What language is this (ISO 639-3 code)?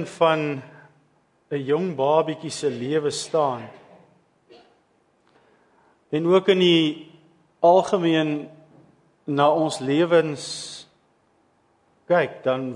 afr